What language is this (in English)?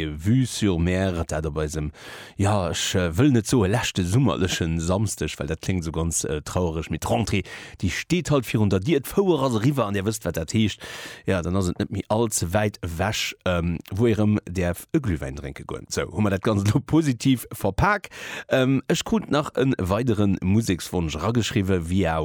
Luxembourgish